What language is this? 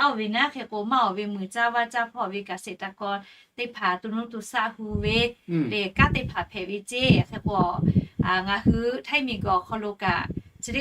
Lahu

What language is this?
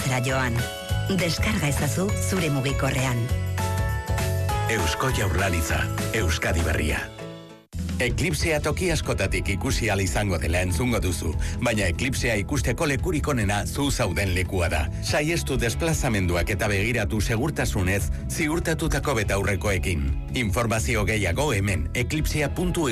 Basque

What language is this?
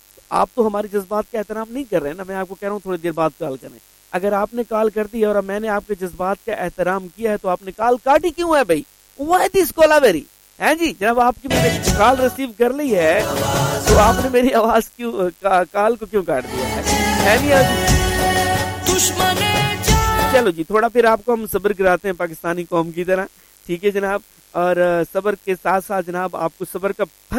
Urdu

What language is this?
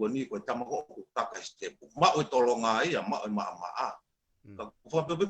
Tongan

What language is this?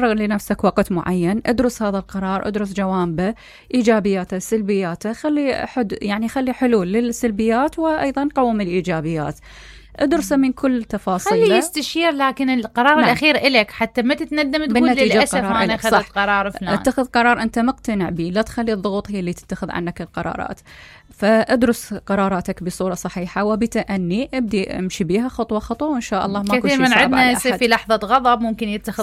Mesopotamian Arabic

